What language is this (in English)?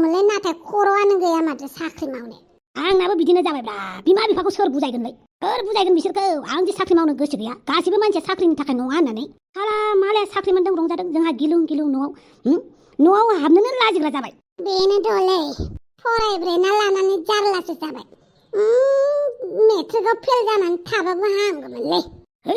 Bodo